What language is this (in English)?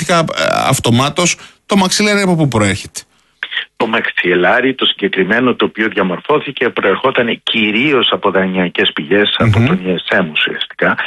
Greek